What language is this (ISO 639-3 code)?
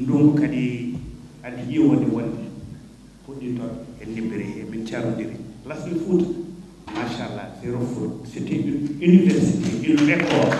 ful